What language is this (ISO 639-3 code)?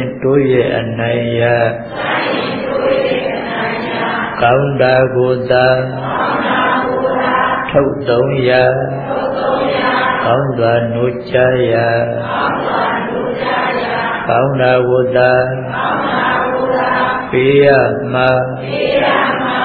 mya